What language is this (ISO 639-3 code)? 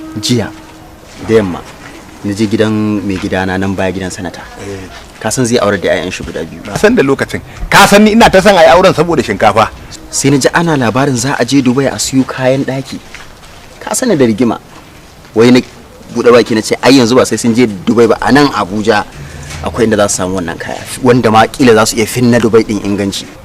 hau